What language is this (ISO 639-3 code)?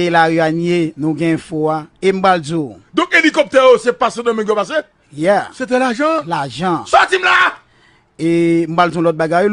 hat